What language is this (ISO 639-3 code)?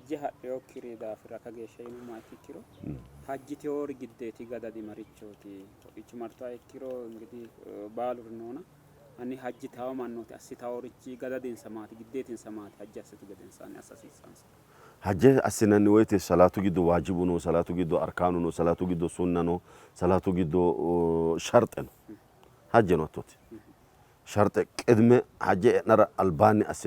sid